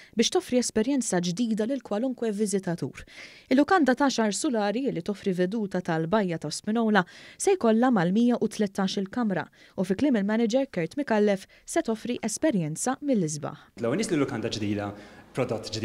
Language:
Maltese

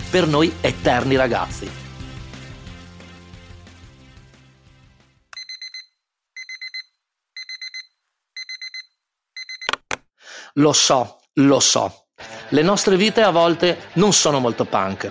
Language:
Italian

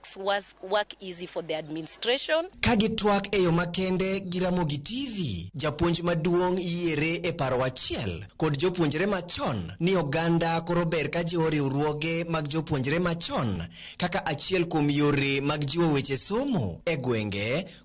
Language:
Luo (Kenya and Tanzania)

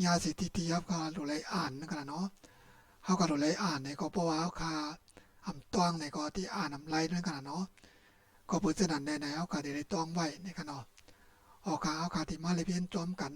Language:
Shan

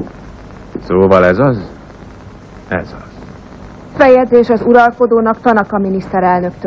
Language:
Hungarian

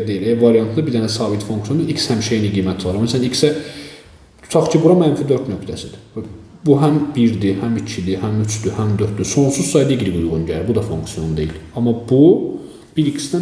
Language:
Azerbaijani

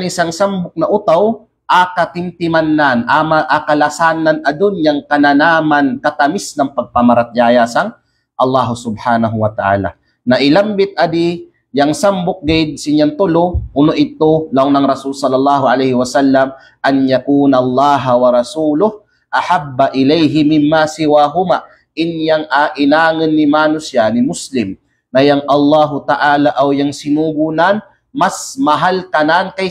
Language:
Kalagan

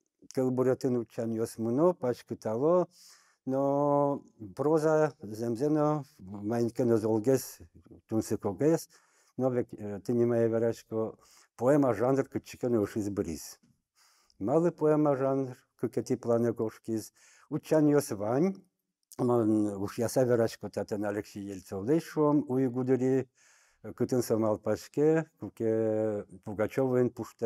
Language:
Udmurt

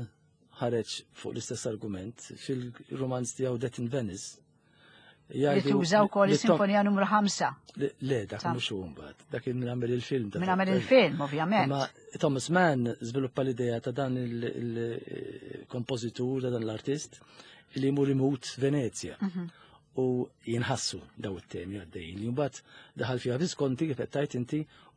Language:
Maltese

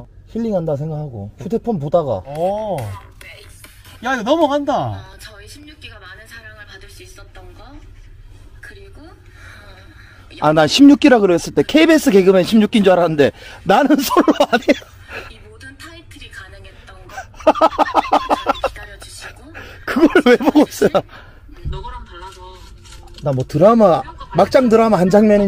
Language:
Korean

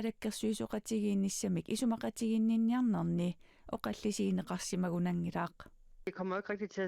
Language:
Kalaallisut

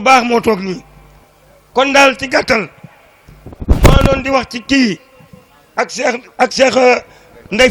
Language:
Wolof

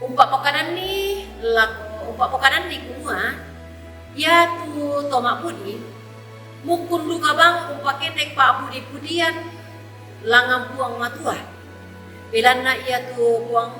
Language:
Toraja-Sa'dan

